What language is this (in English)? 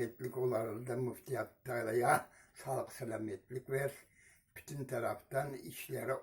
Crimean Tatar